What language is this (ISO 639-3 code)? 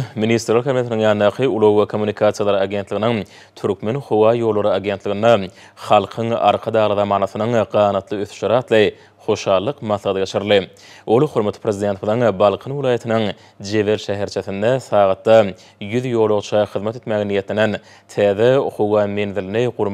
tuk